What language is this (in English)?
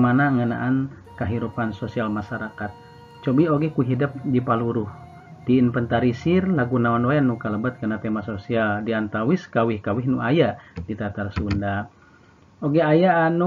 Sundanese